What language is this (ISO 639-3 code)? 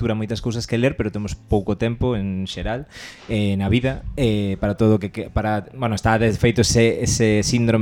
glg